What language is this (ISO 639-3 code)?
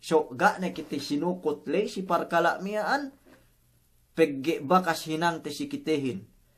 yka